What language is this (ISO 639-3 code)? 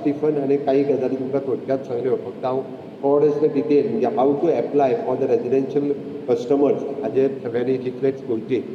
kok